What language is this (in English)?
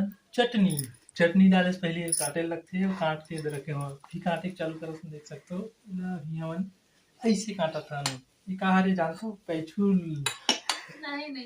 Chhattisgarhi